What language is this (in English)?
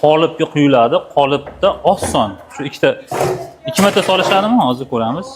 Uzbek